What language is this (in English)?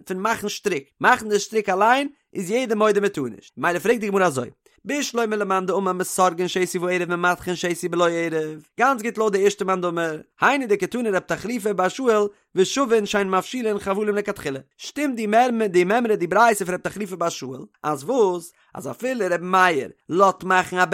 Yiddish